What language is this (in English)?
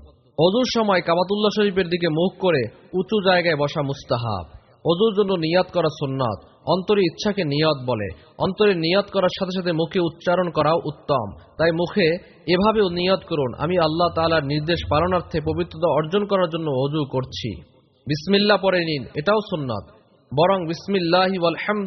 Bangla